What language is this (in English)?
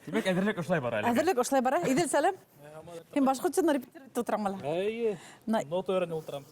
Bashkir